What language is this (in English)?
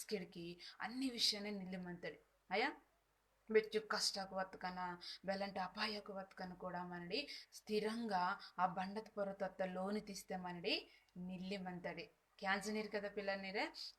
Koya